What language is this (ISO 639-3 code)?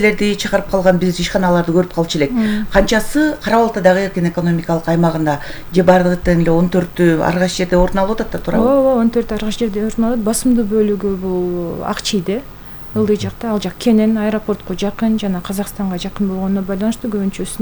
kir